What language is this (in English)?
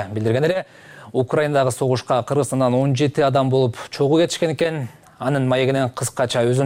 Kyrgyz